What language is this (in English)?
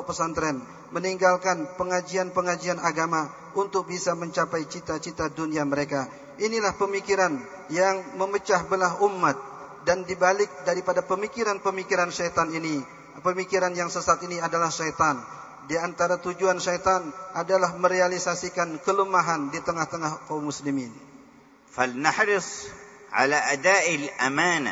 Indonesian